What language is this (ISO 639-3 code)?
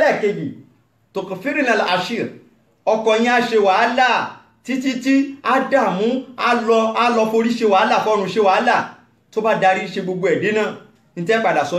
yor